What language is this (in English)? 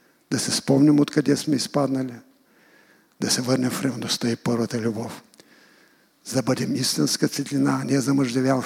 Bulgarian